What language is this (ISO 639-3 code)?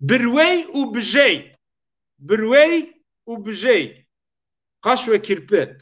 zza